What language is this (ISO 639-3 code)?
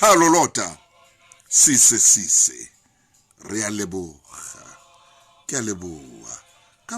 sot